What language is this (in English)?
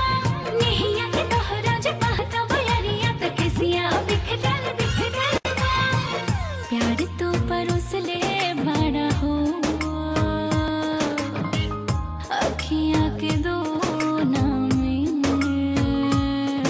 Bhojpuri